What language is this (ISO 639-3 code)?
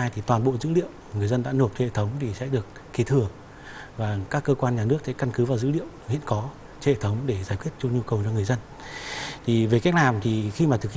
vie